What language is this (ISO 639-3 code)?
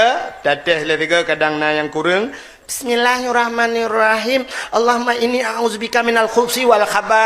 ace